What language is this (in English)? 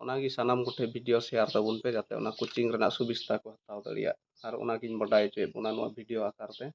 Santali